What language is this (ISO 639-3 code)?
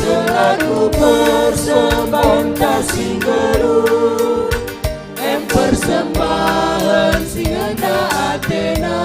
btx